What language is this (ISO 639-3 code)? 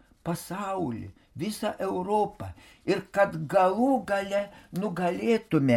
lit